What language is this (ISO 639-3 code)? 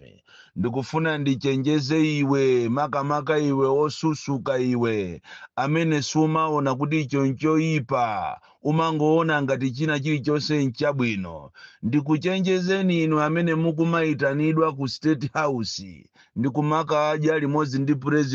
nya